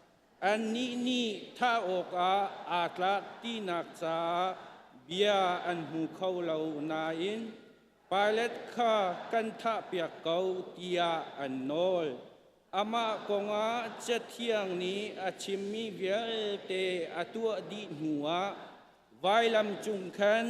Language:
Hakha Chin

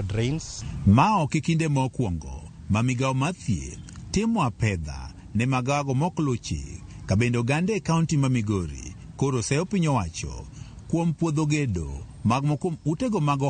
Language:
Luo (Kenya and Tanzania)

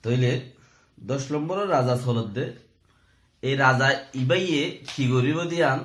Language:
Rohingya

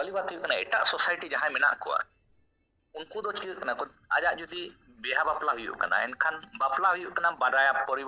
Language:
Santali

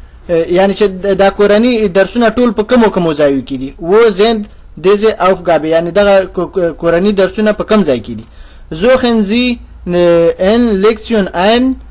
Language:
Pashto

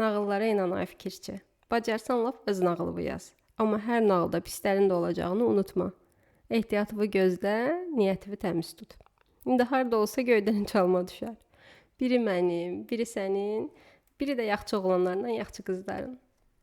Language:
Azerbaijani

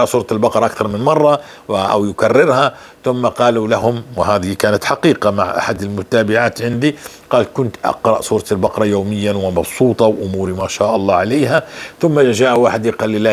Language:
North Levantine Arabic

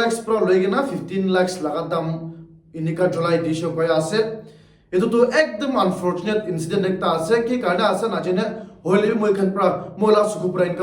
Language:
Naga Pidgin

